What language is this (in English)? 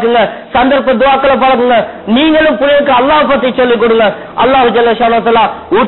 Tamil